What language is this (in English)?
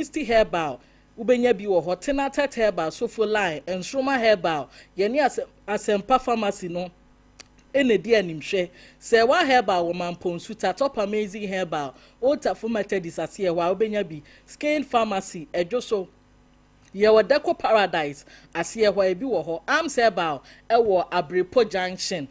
Akan